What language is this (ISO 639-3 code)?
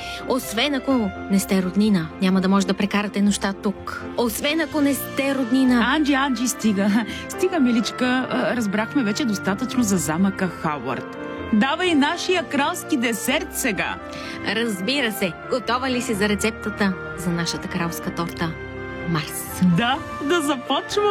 bul